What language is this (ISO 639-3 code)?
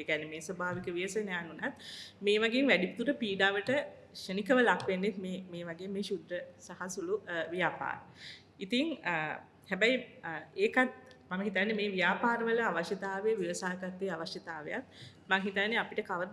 sin